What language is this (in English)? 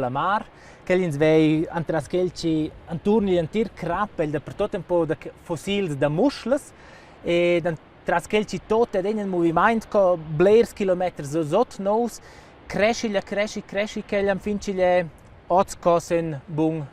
Romansh